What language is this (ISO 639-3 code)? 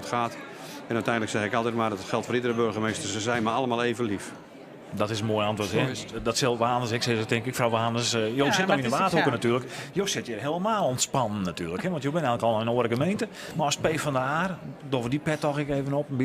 fry